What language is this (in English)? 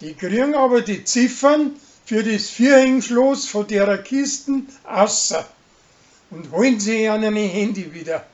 Bavarian